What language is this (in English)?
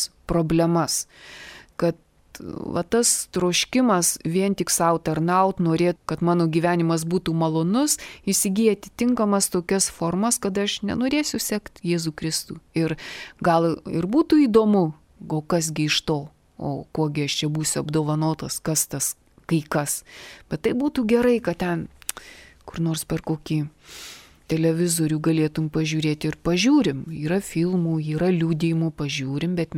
Lithuanian